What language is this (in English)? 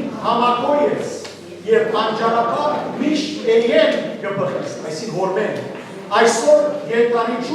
Western Armenian